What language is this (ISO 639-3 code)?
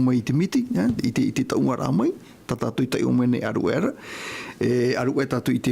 tah